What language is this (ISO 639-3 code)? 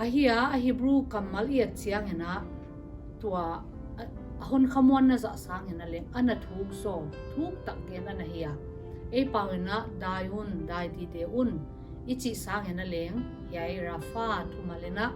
pck